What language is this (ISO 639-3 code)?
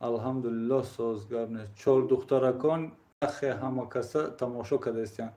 tgk